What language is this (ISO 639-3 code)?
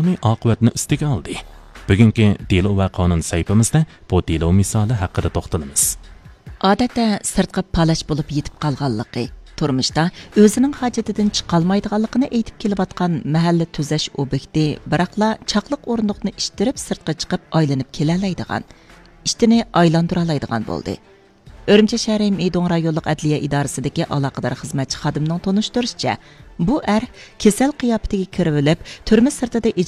uig